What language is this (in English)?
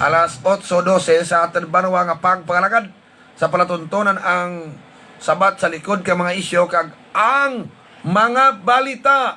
Hiligaynon